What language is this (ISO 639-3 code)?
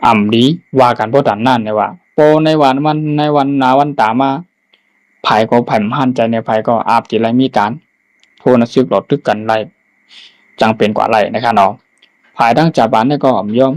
shn